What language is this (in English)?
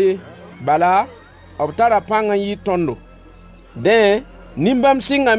Mossi